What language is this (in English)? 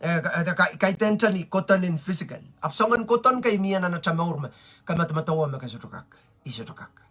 Pohnpeian